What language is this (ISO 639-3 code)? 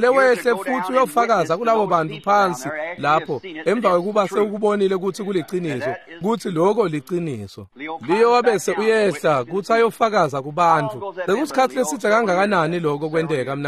ssw